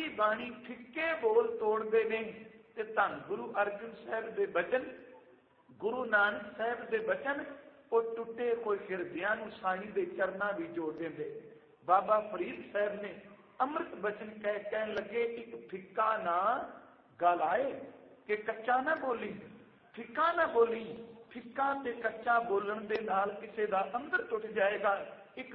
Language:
Punjabi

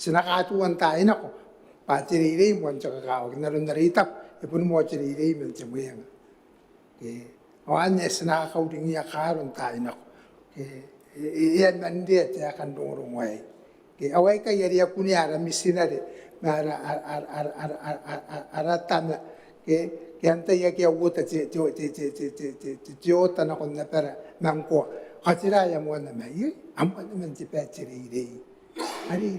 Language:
Gilbertese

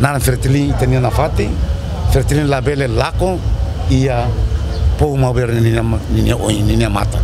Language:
Tetum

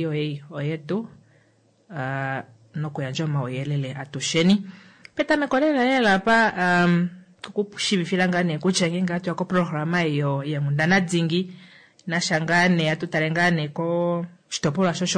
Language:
Kuanyama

